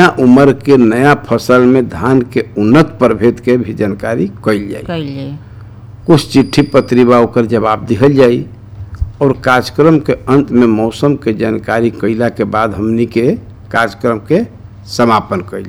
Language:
Bhojpuri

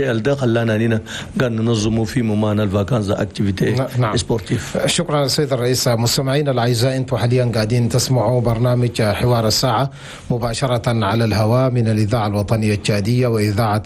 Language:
Chadian Arabic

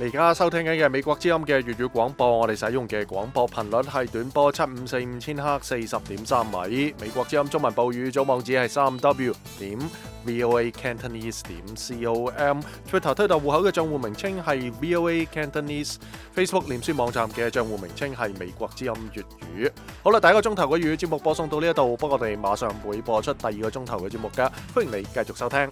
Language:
Cantonese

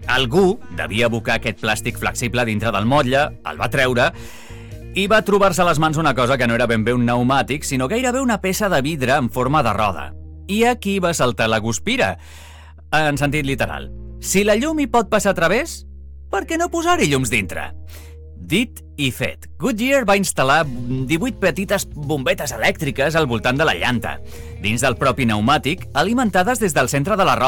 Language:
Catalan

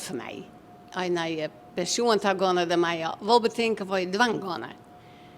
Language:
Western Frisian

